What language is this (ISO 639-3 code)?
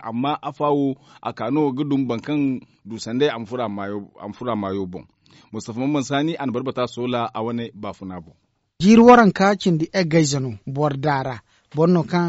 dje